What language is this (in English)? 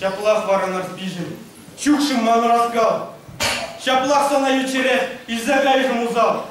Chuvash